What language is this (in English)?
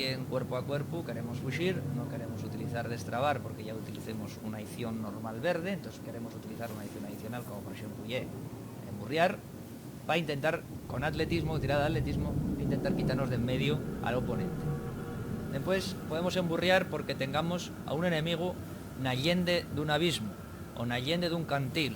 Asturian